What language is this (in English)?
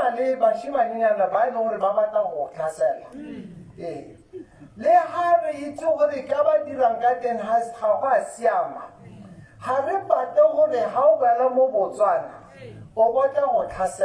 Tswana